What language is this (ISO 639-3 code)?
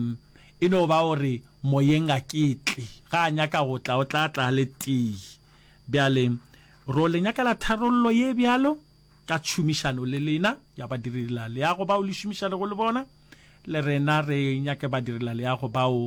nso